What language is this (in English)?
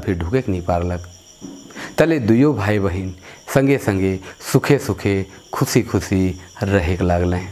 Sadri